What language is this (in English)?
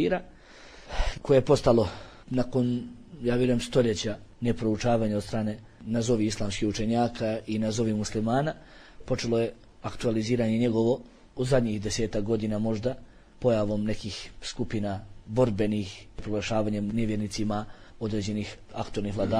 Bosnian